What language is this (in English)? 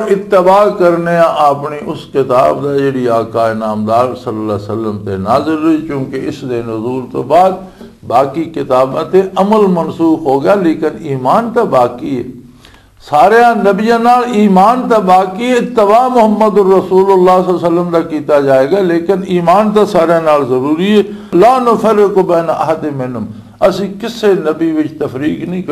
Western Panjabi